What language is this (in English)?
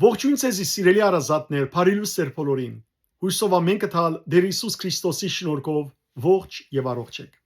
Western Armenian